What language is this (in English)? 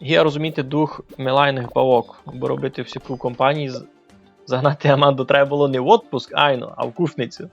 Rusyn